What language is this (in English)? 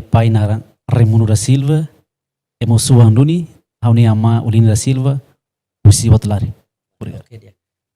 Tetum